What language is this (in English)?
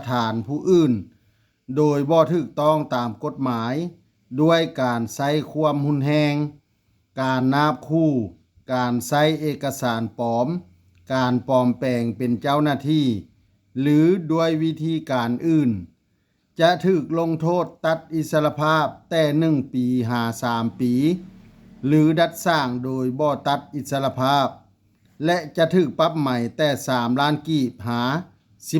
Lao